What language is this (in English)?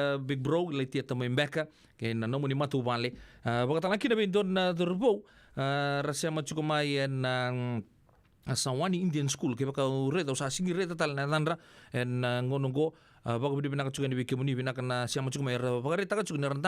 Fijian